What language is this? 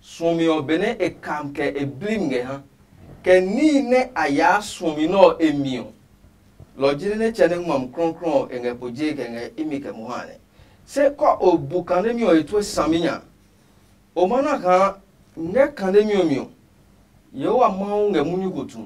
Adangme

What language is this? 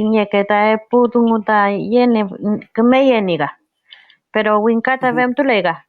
Mapuche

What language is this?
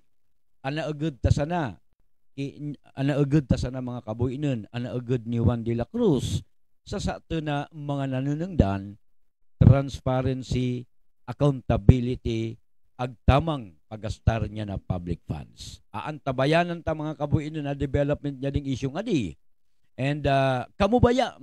Buhi'non Bikol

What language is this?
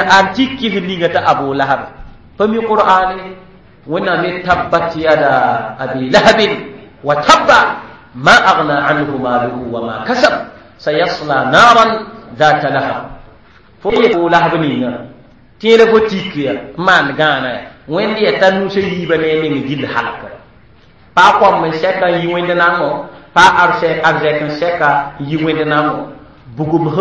Mossi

